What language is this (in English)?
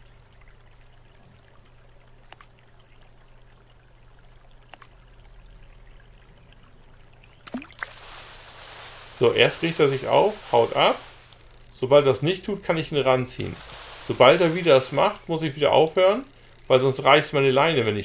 German